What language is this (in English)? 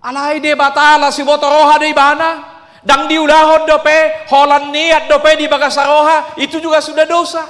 Batak Toba